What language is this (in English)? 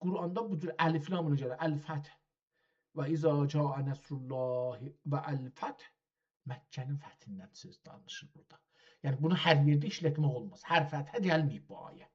South Azerbaijani